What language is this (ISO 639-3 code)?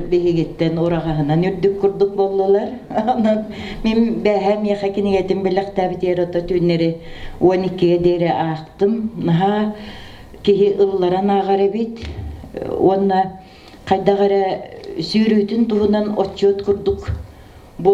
sah